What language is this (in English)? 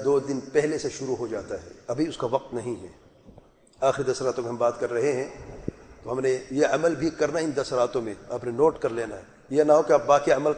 Urdu